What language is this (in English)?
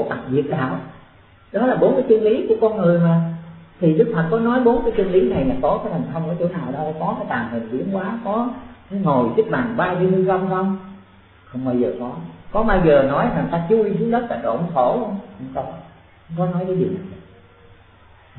Vietnamese